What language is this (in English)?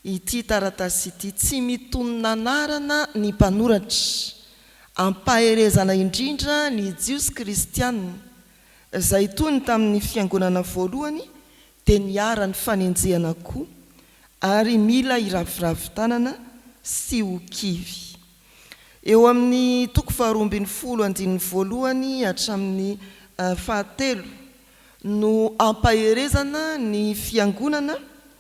Malagasy